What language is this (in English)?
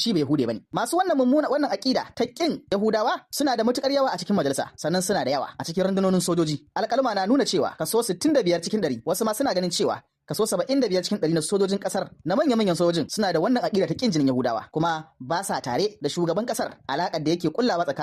Hausa